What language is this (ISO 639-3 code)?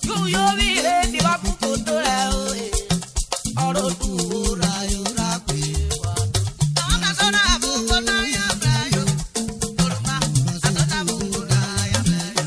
urh